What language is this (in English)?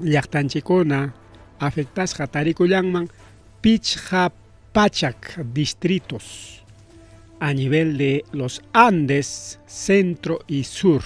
Ayacucho Quechua